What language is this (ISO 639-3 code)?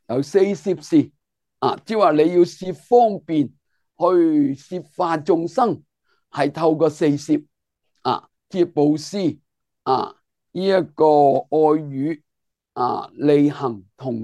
yue